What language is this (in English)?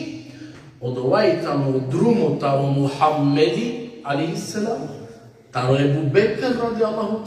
Balkan Romani